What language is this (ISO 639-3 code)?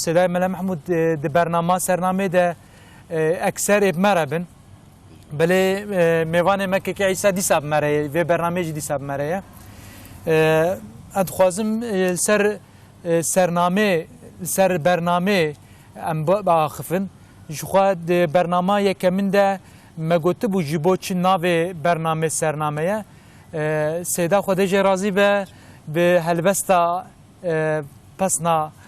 kur